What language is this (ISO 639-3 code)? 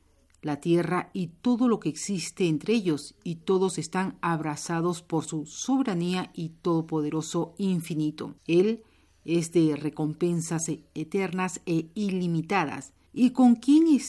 spa